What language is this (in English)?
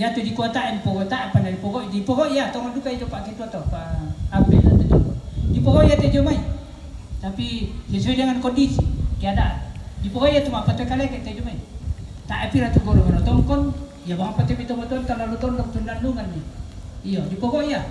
Toraja-Sa'dan